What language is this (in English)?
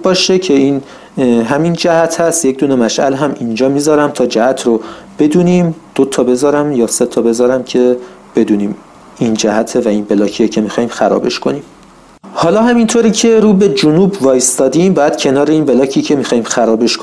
Persian